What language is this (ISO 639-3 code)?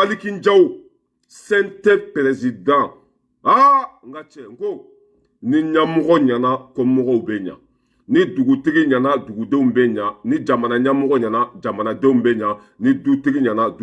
bam